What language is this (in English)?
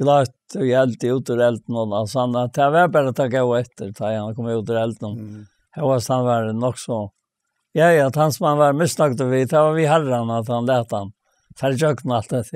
Faroese